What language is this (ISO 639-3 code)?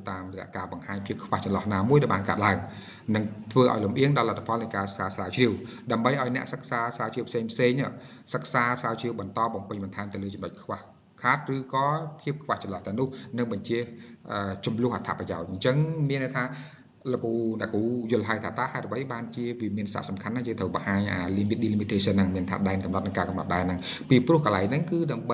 khm